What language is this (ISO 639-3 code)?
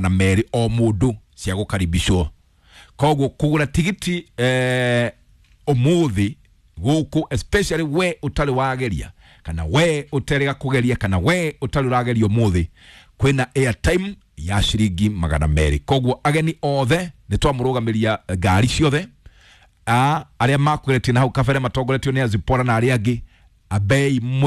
kik